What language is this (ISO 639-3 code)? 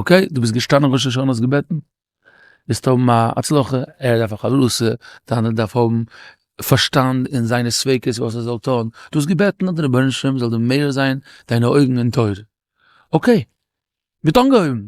yid